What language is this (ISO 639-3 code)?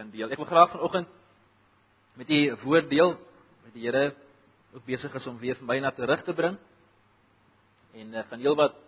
afr